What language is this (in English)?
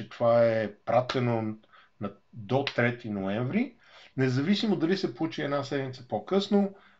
Bulgarian